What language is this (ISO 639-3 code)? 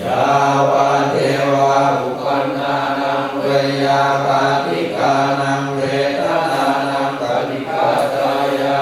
pli